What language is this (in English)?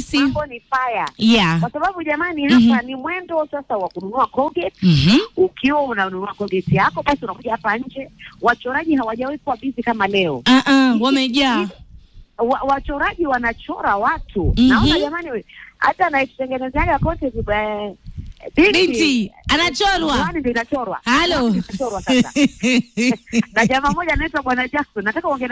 Swahili